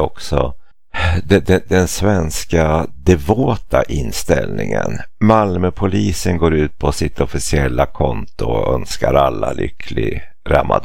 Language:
Swedish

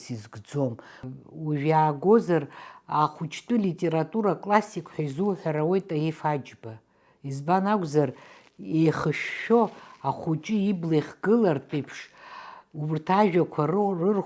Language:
Abkhazian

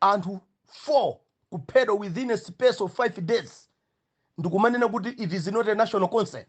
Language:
Nyanja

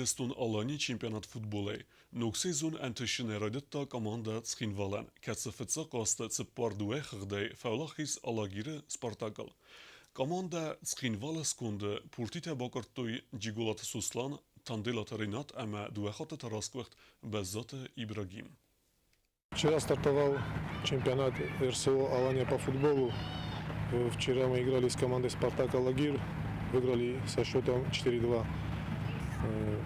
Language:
Ossetic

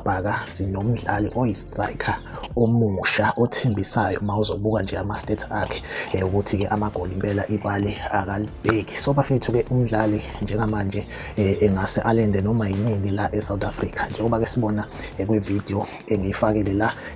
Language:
Zulu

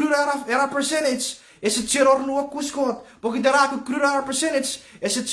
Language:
Chuukese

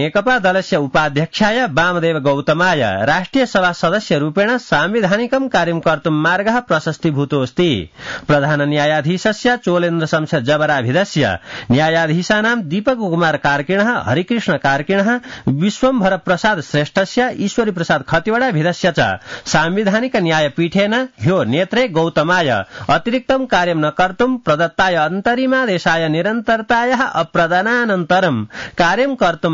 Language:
Sanskrit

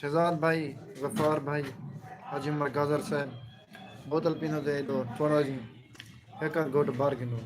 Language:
Saraiki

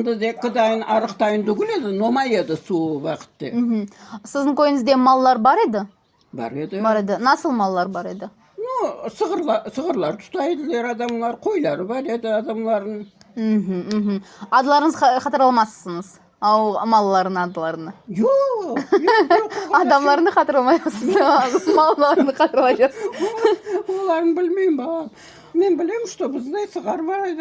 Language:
Crimean Tatar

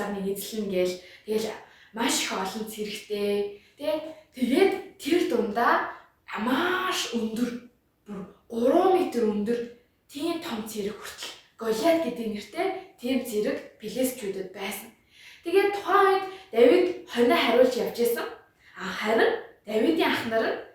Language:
Mongolian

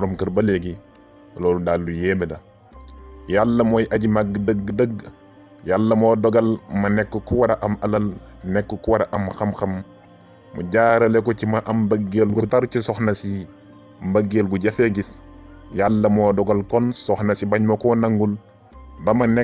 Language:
Wolof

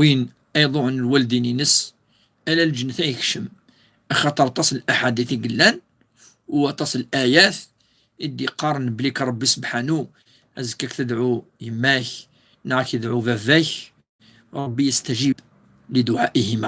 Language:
Kabyle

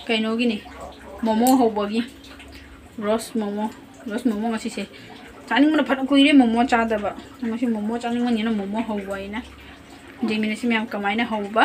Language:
Manipuri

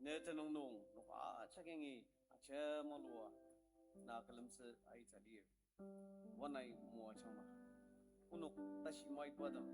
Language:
Ao Naga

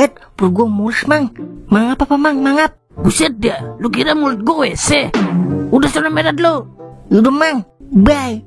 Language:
Betawi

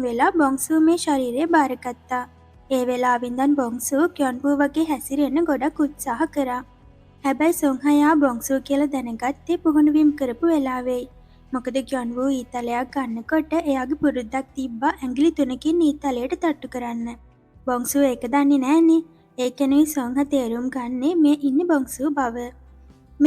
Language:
Sinhala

